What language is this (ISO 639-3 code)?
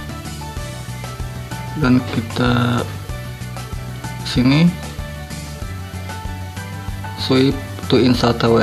ind